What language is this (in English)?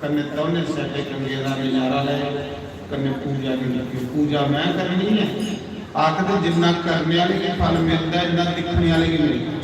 Dogri